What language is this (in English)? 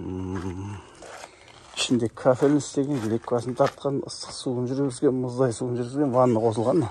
Kazakh